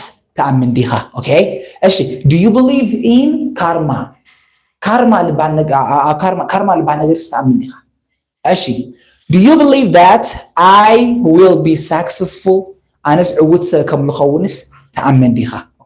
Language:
Tigrinya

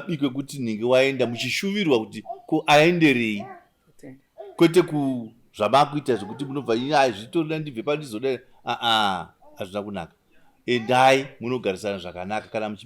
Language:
Shona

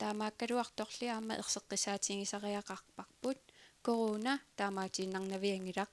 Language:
Kalaallisut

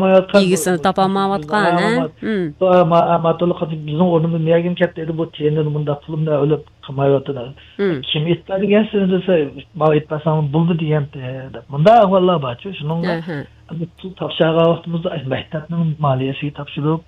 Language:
Uyghur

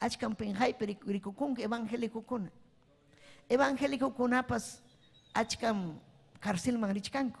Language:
Ayacucho Quechua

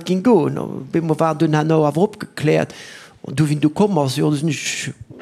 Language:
Luxembourgish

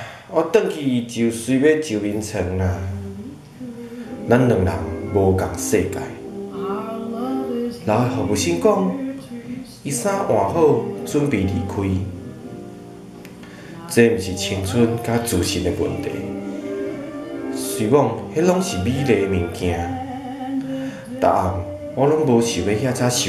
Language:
Min Nan Chinese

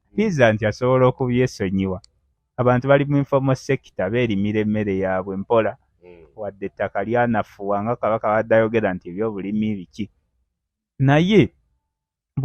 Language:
Ganda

